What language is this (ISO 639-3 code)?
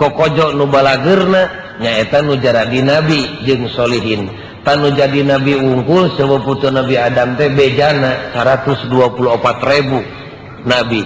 sun